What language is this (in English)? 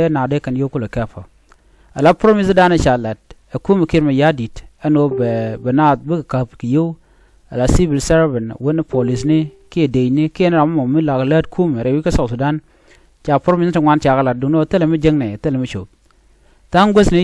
Nuer